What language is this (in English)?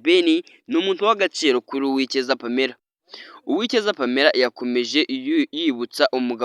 Kinyarwanda